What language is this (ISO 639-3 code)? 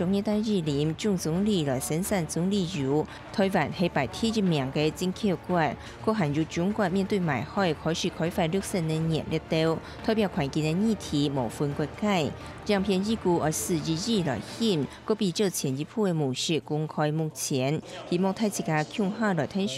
hak